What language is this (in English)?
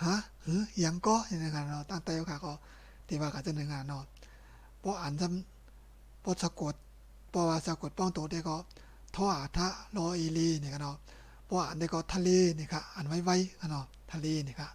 Shan